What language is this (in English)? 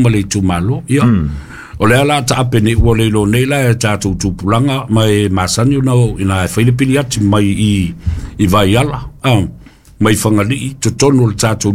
Samoan